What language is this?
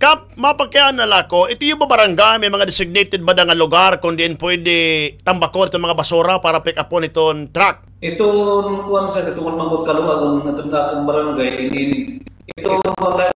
Waray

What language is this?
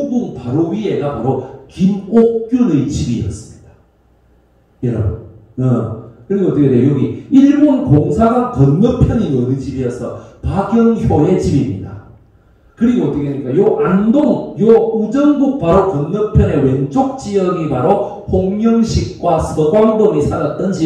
Korean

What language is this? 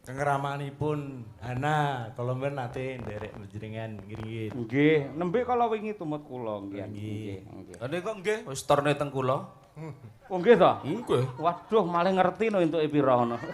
Javanese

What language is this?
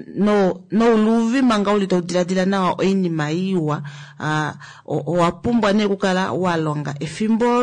Kuanyama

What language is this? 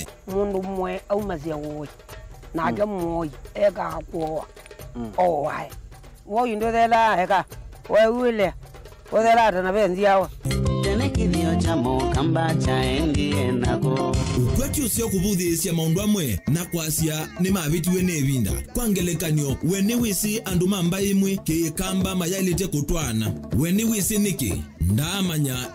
Kamba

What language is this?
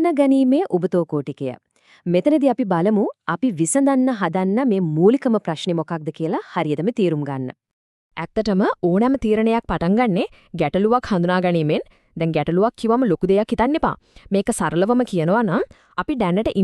Sinhala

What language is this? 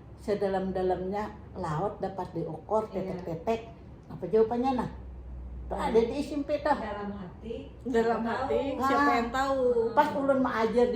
Banjar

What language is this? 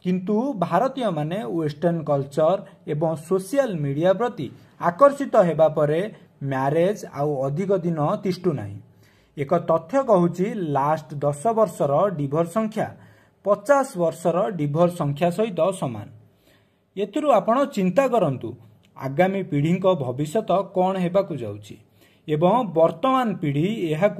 Odia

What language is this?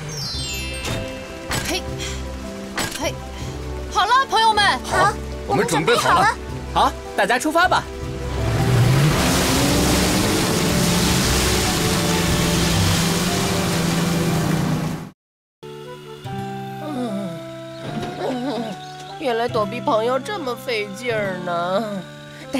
Chinese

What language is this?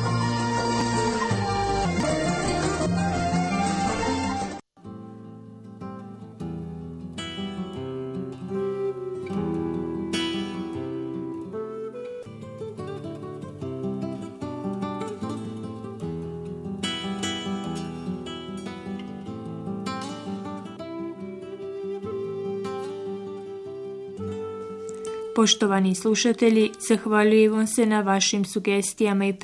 Bosnian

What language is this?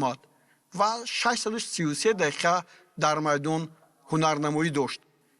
Tajik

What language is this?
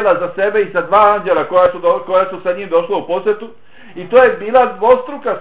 Bosnian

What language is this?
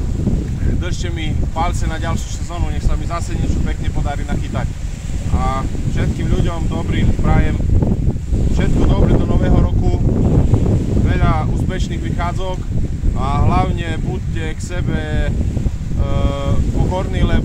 Slovak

